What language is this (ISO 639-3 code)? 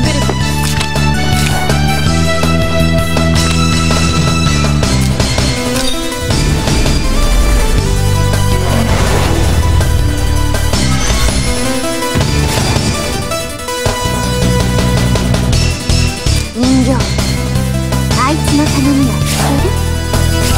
jpn